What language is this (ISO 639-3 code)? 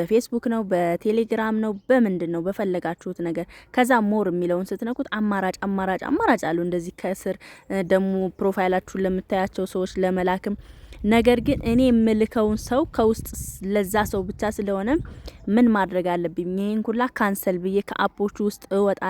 amh